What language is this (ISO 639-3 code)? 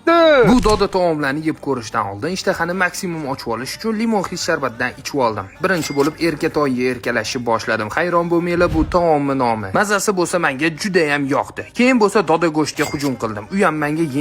uzb